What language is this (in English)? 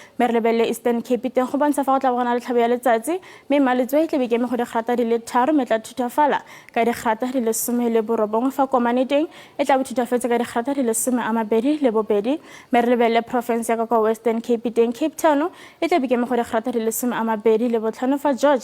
Tswana